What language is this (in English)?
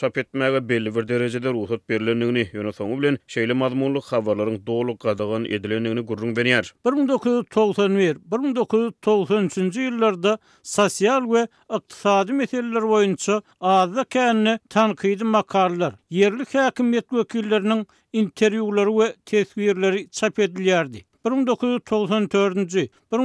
Turkmen